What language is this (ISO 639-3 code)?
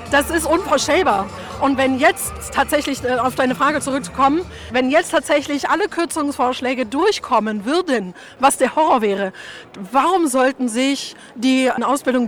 deu